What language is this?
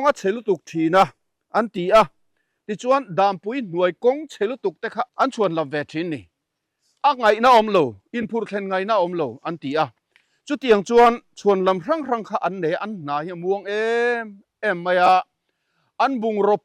Mizo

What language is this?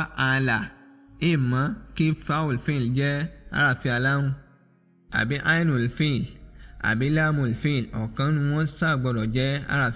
Yoruba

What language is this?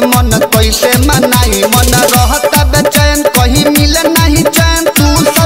Bhojpuri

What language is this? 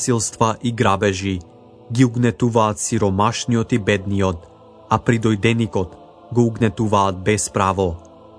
Macedonian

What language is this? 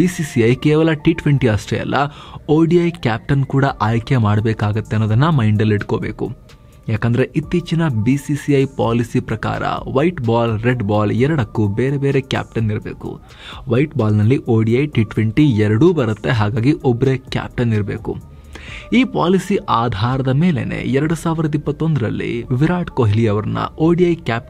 Kannada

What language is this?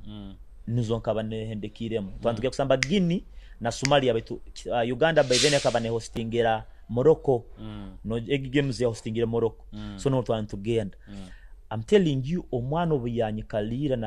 Nyoro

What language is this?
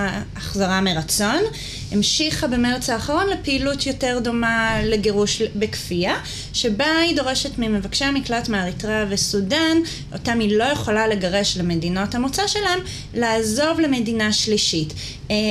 Hebrew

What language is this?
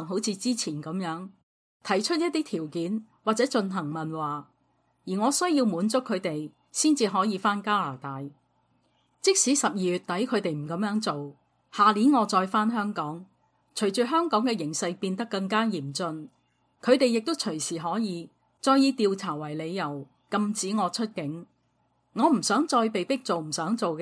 Cantonese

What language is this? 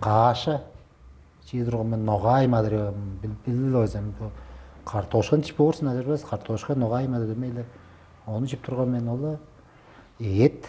Tuvinian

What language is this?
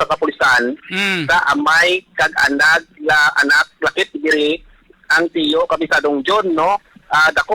Hiligaynon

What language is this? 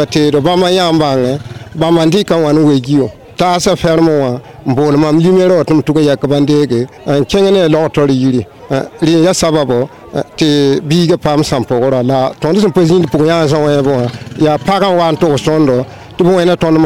Mossi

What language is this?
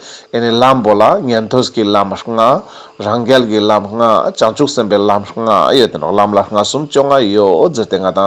Ladakhi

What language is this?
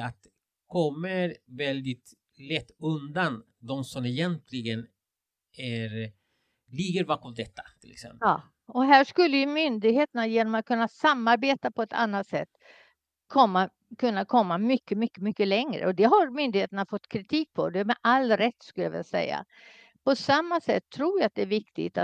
Swedish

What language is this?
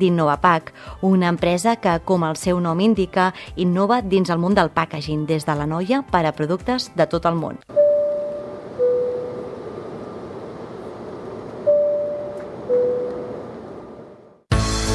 Catalan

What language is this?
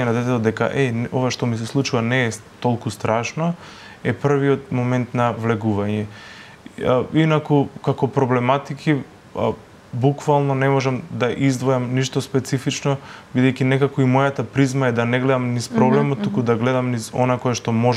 Macedonian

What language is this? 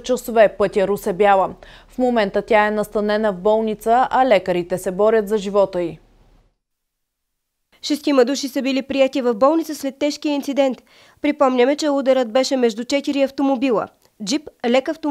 Bulgarian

